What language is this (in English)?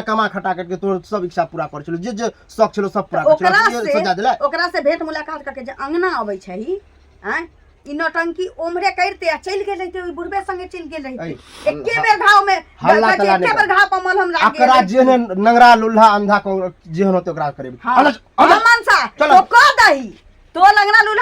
Maithili